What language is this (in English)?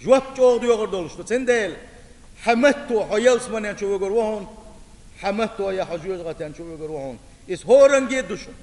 Chechen